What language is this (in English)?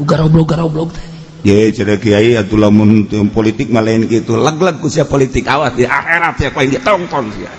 Sundanese